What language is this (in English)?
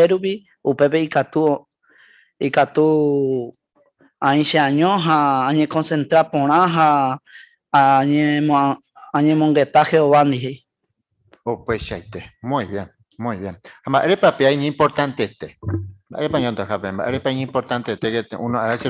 Guarani